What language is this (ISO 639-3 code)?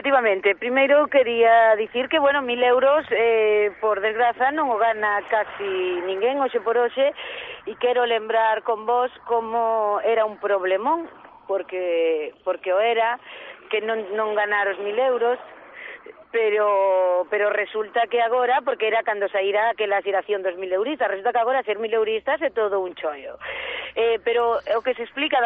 glg